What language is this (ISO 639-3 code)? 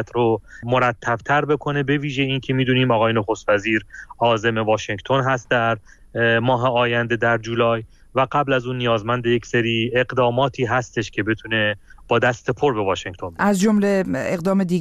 fas